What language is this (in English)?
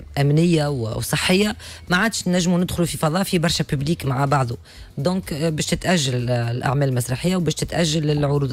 Tunisian Arabic